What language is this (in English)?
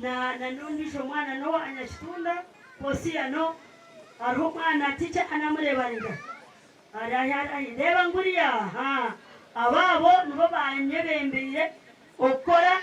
Nyankole